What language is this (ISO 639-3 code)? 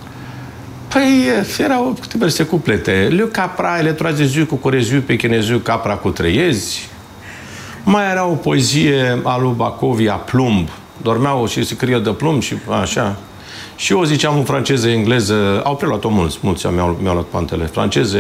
ron